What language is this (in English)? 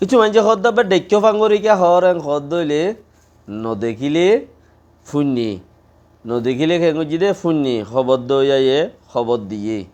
Rohingya